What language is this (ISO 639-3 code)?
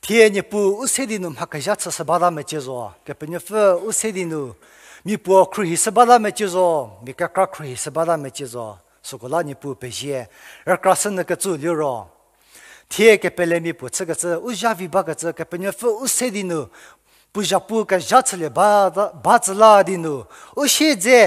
njm